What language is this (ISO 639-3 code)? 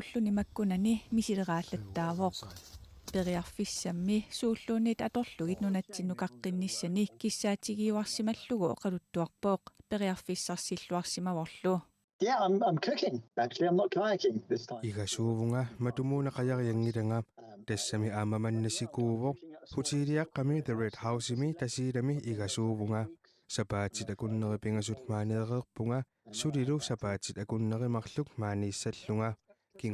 kal